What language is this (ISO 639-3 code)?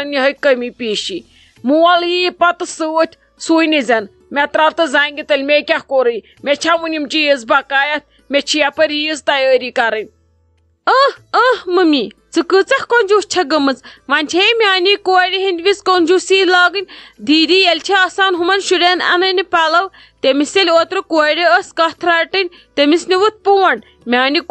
kas